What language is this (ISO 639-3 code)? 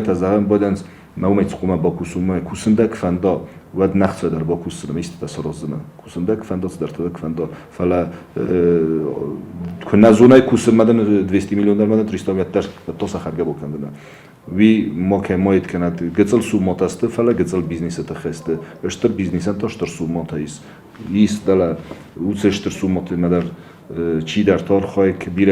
oss